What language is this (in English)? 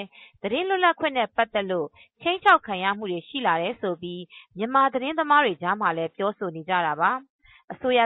Burmese